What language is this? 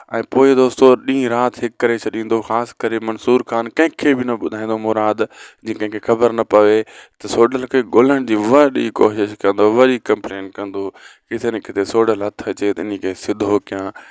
Sindhi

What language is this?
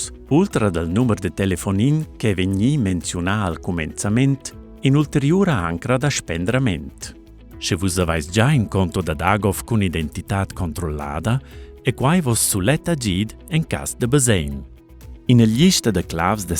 Romansh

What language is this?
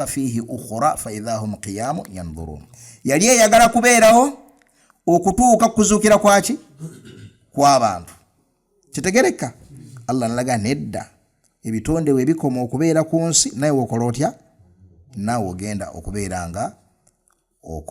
Ganda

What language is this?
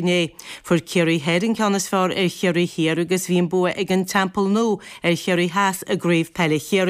Irish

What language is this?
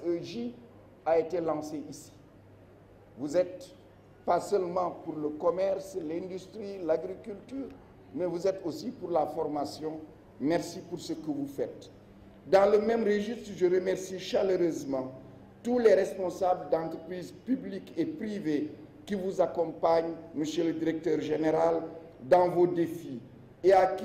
French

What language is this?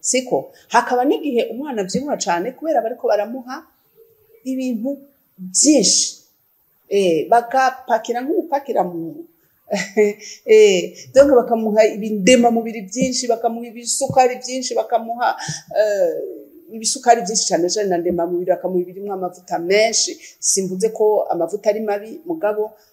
Rundi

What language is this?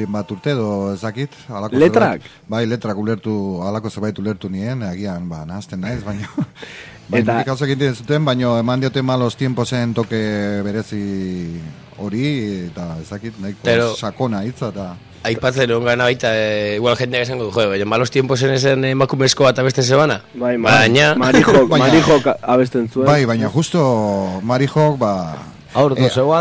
Basque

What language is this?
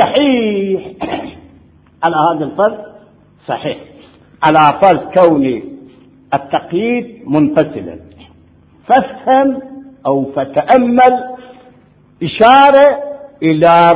Arabic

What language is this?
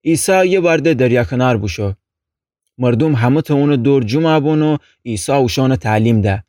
Gilaki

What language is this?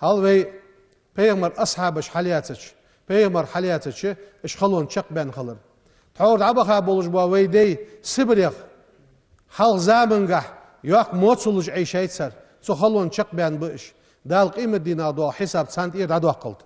Ingush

